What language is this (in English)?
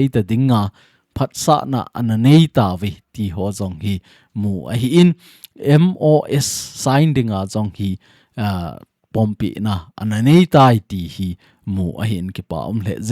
Thado Chin